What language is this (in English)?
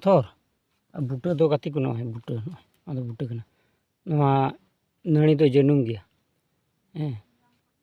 Santali